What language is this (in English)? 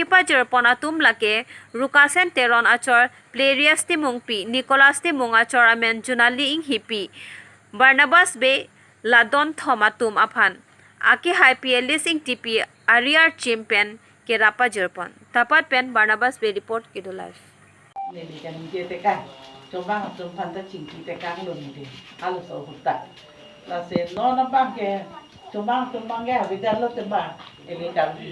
Karbi